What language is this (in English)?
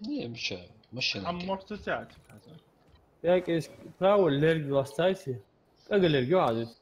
Ingush